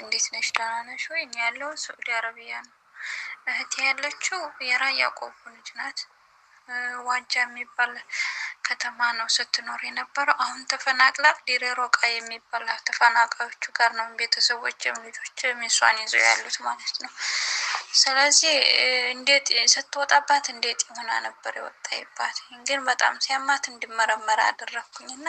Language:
Amharic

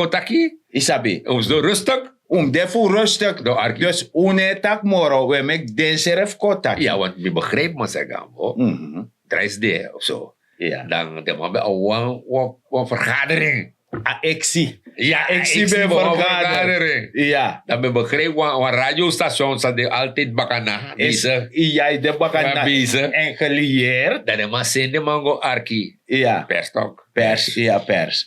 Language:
Sranan Tongo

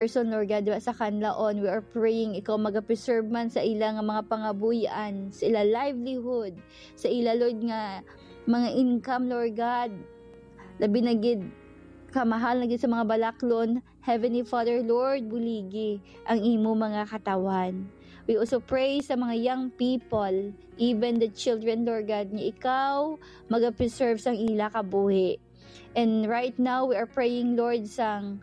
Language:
Hiligaynon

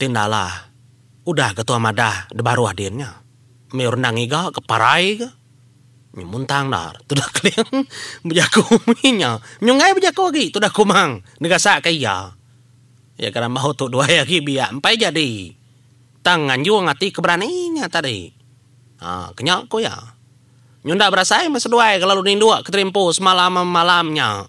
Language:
Iban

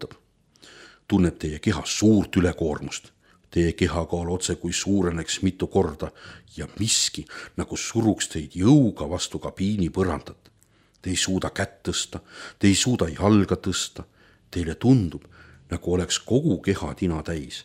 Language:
Estonian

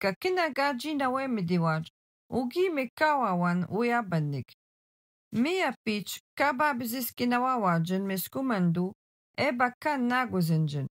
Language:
Algonquin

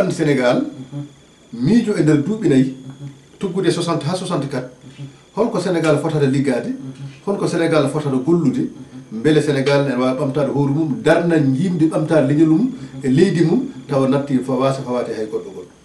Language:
Fula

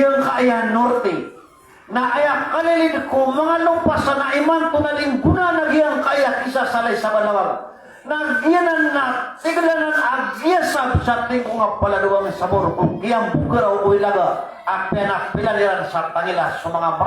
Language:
Maranao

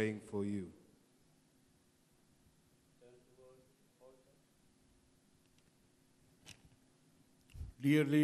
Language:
Malayalam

